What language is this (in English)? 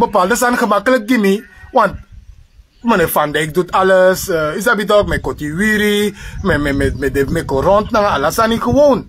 Sranan Tongo